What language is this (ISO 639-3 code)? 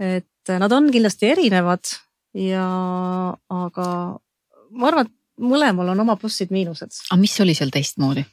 est